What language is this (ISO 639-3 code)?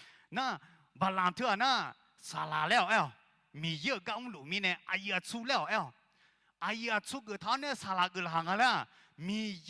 ahk